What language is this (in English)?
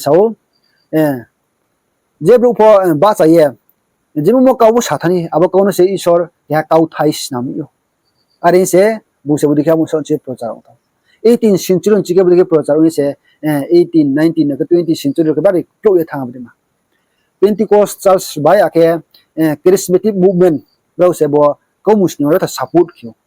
Riang (India)